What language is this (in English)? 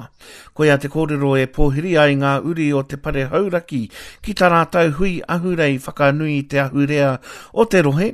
Māori